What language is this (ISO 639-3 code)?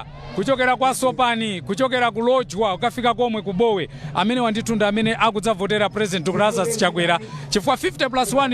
nya